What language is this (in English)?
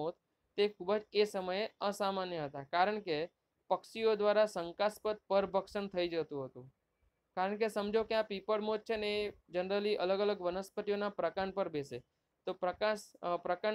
Gujarati